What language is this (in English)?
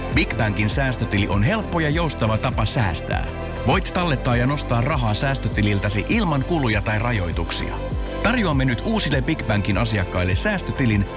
Finnish